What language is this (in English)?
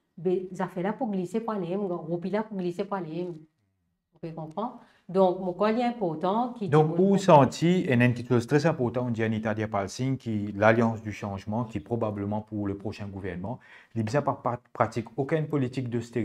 Morisyen